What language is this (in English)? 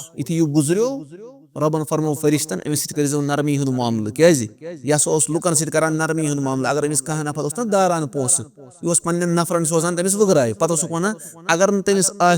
Kashmiri